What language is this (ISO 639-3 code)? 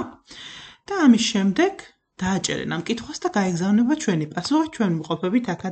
kat